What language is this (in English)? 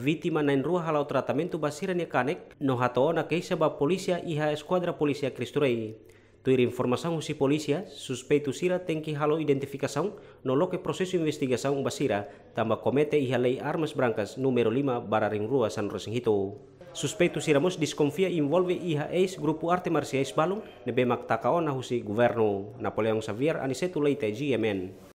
Tetum